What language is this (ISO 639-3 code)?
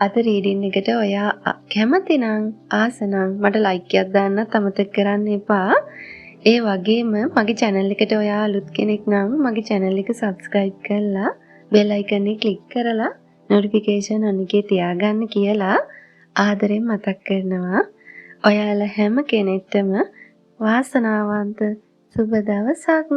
sin